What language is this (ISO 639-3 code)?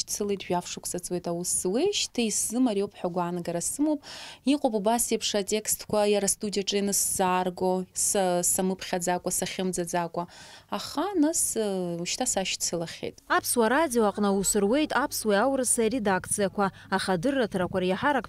abk